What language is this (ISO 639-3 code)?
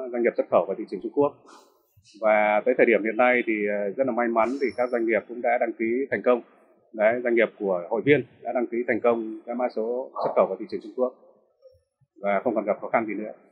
vie